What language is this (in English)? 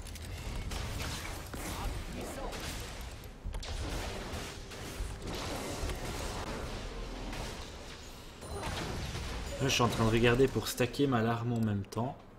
French